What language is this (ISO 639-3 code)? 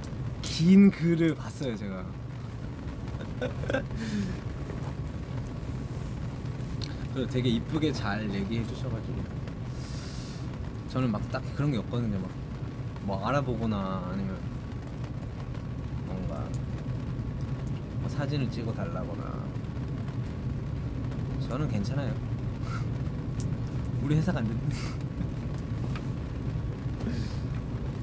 kor